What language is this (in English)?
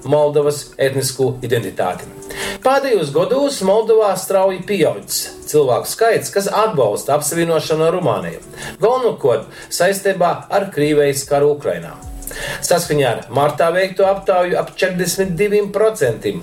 Latgalian